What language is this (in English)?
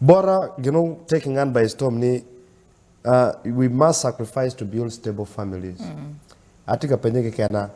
Acoli